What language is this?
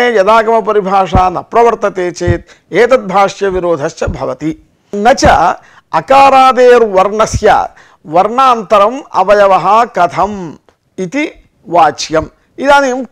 Sanskrit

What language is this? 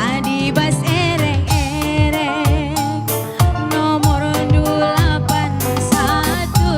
Batak Karo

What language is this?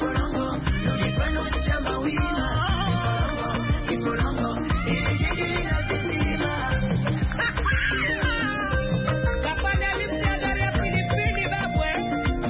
Swahili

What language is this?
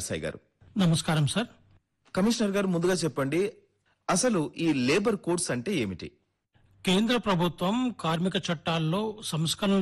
Telugu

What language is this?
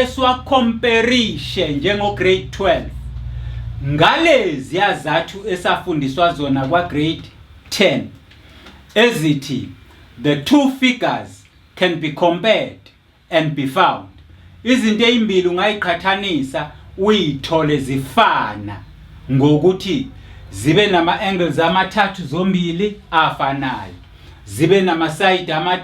Zulu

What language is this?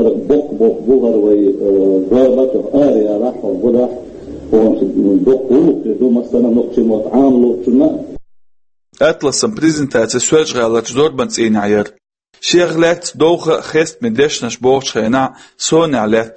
Chechen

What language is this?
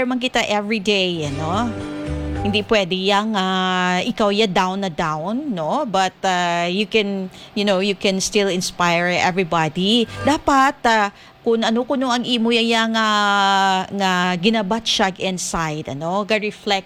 Hiligaynon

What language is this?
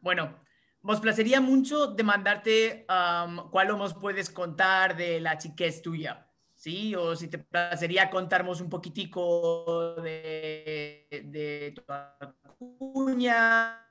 Ladino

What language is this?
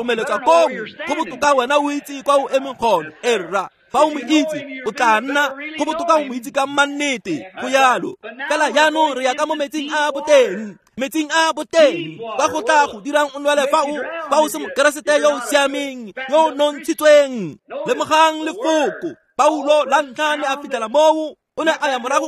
Tswana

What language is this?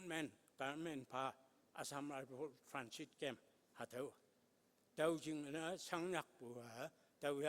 Konyak Naga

